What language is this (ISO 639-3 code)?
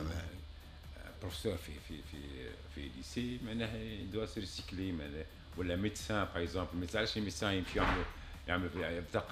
aeb